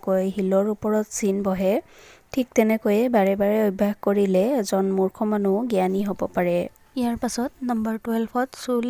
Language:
Assamese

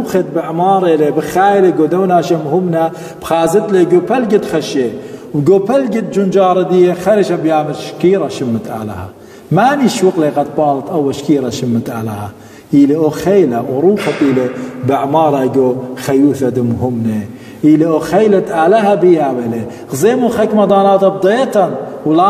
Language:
Assyrian Neo-Aramaic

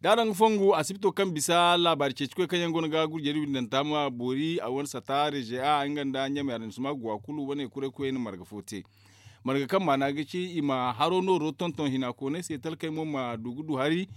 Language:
Zarma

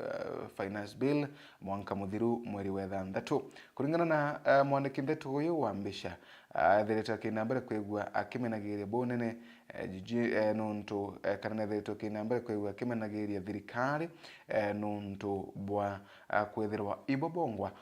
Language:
Meru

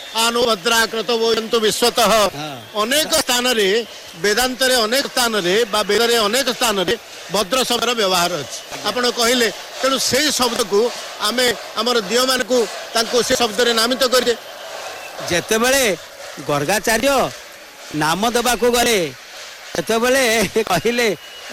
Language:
Odia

